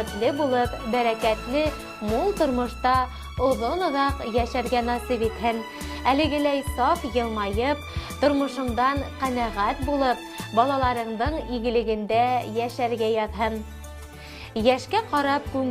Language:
Bashkir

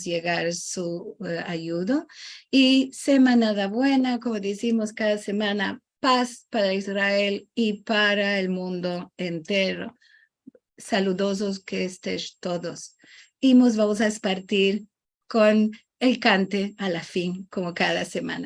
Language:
Ladino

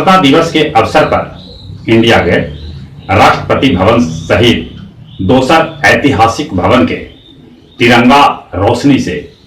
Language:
Magahi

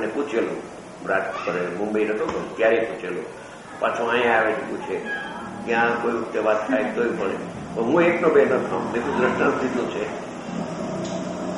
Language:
Gujarati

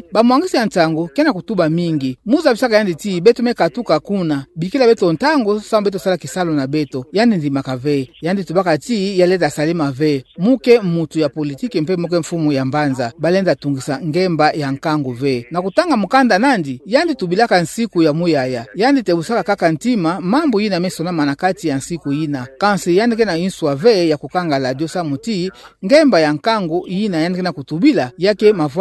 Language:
Kituba (Democratic Republic of Congo)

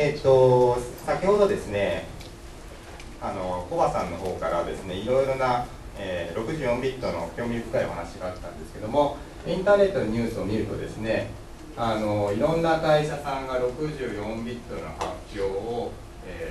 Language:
Japanese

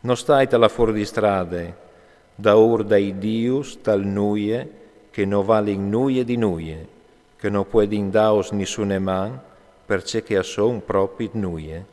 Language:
Friulian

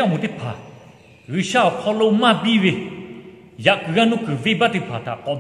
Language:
Lahu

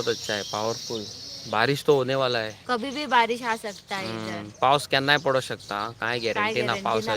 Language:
Konkani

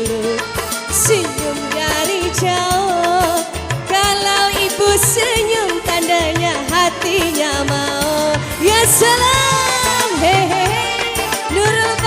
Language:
Banjar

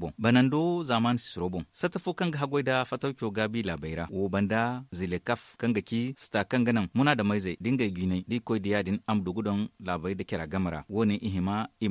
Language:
Zarma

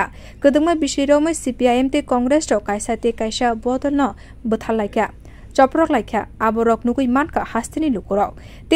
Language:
Kok Borok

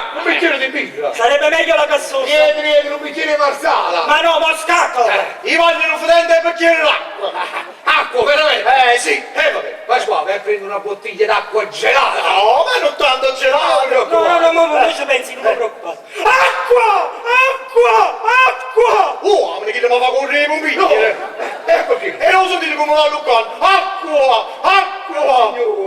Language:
Neapolitan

